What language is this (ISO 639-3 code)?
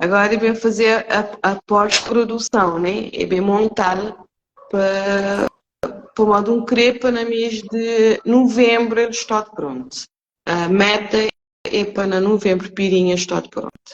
kea